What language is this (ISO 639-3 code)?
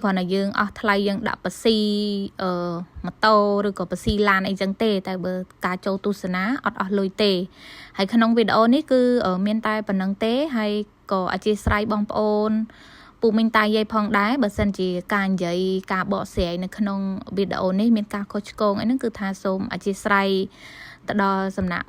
khm